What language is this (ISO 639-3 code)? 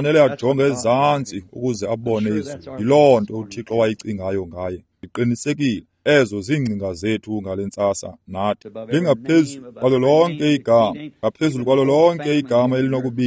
xho